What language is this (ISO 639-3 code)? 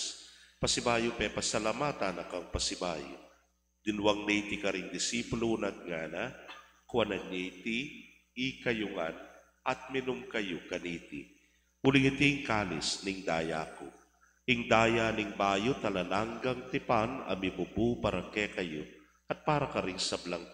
pam